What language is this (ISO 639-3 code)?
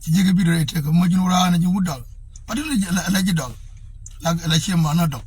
nus